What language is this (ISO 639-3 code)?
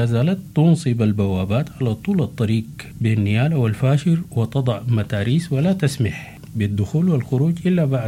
ara